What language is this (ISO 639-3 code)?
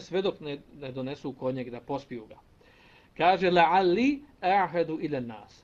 bos